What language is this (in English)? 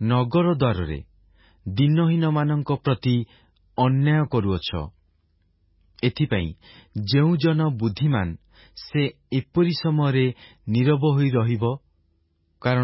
Odia